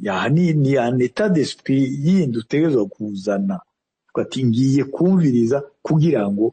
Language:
Rundi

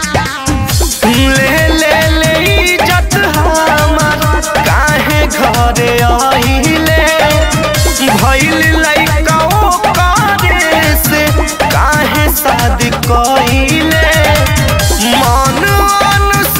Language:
Bhojpuri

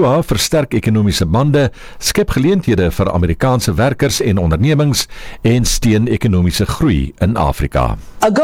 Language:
Afrikaans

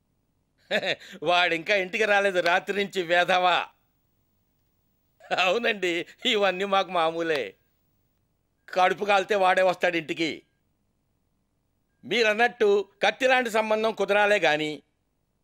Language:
Telugu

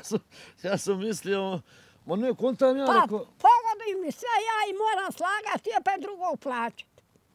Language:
Bosnian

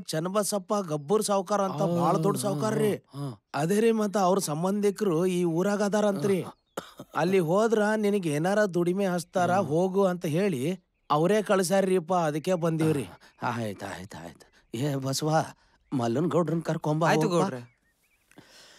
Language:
Kannada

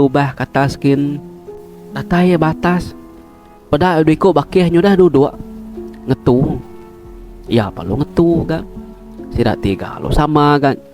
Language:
Iban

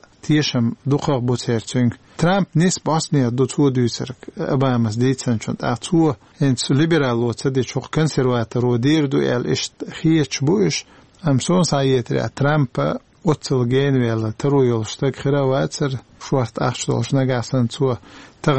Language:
Chechen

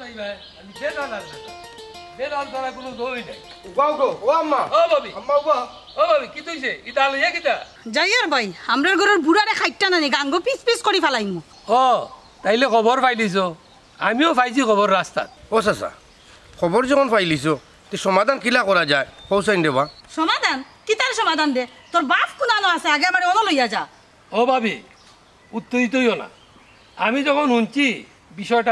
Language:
Sylheti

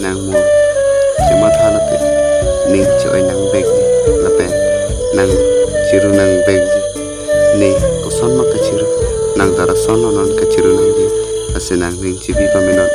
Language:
Karbi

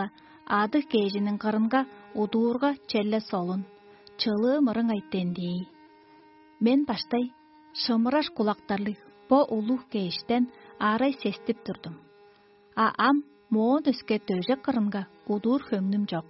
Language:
Tuvinian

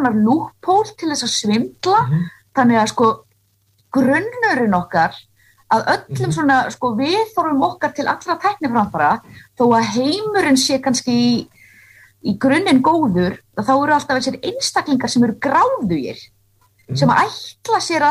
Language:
Icelandic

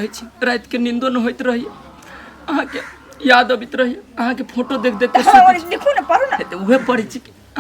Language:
Maithili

